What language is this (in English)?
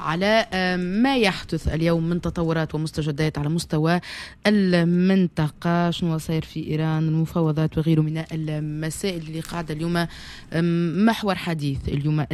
Tunisian Arabic